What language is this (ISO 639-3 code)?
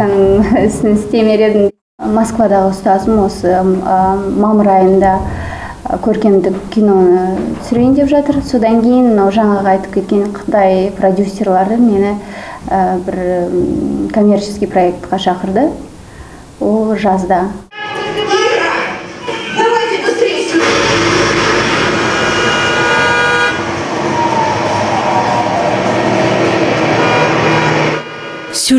kaz